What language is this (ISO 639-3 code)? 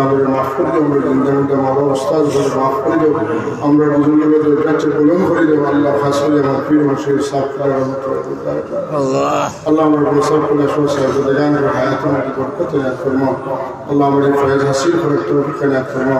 syl